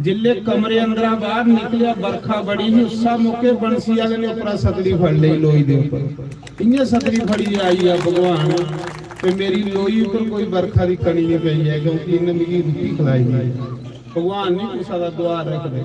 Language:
Dogri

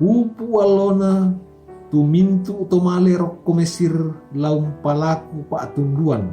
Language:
Toraja-Sa'dan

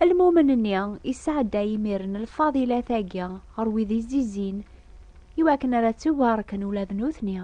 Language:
Kabyle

